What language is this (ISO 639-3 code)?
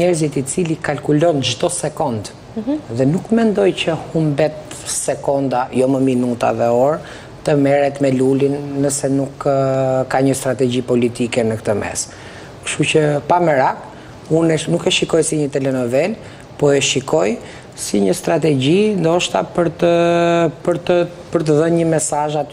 sqi